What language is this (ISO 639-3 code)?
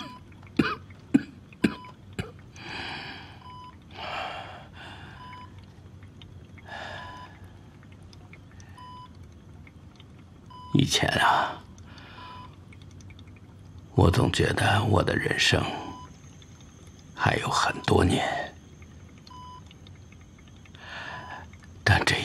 zho